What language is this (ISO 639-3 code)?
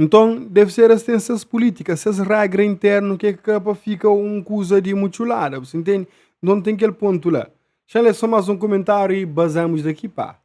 kea